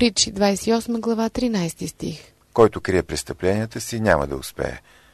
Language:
Bulgarian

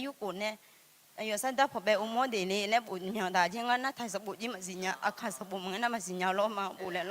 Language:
Akha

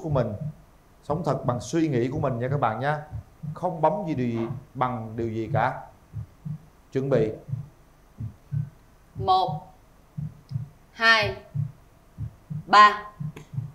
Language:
Vietnamese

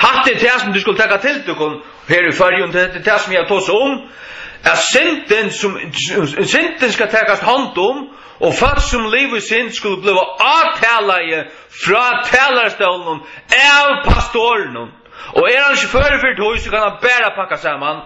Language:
Faroese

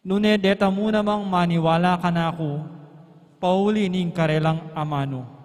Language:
Pampanga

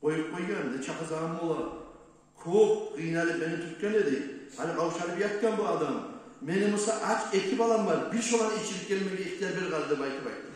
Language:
Kumyk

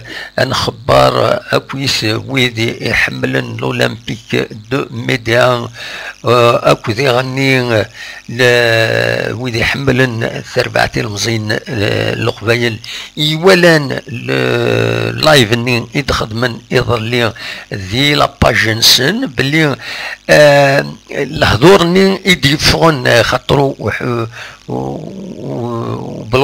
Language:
Kabyle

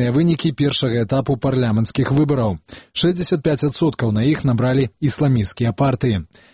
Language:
Belarusian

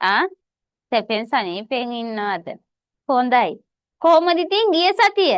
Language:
Sinhala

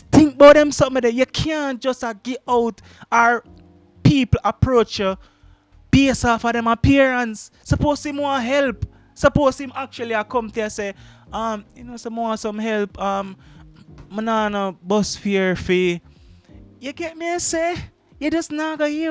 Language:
Jamaican Creole English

